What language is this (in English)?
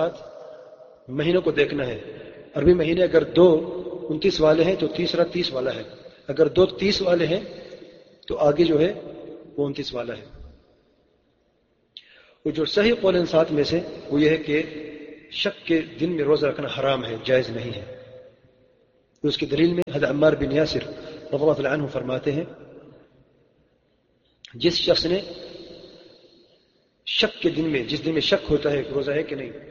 Urdu